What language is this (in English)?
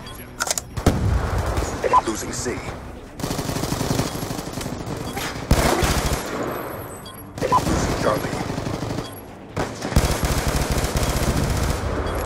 English